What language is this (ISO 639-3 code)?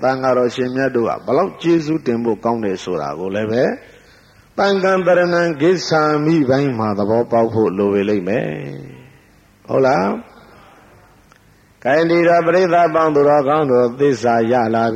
mya